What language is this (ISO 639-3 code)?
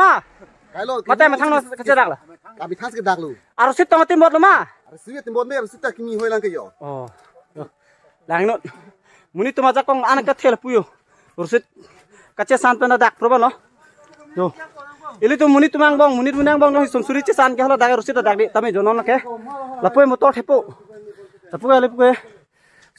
mjw